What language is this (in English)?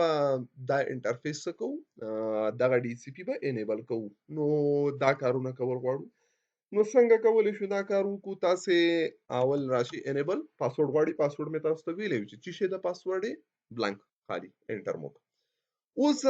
Pashto